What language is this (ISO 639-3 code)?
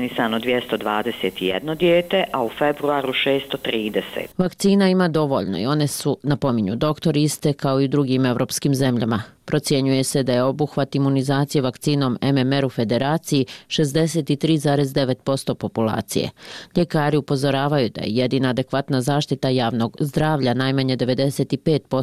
bos